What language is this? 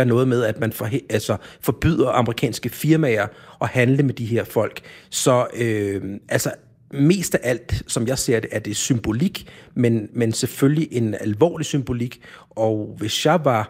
Danish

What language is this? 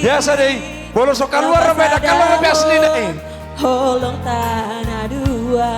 Batak Toba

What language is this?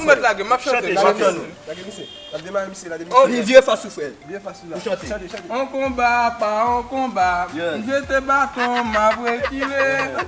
Haitian Creole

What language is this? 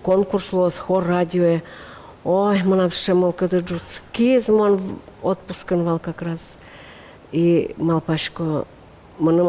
Udmurt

